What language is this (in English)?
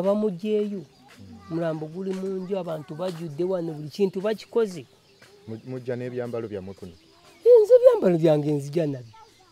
Ganda